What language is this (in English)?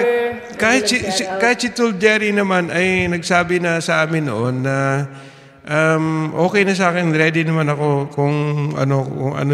Filipino